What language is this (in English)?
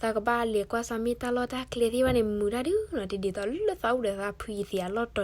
S'gaw Karen